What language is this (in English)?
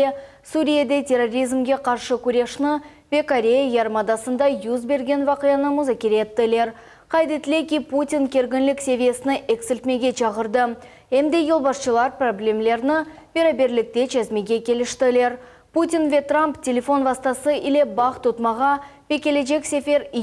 Crimean Tatar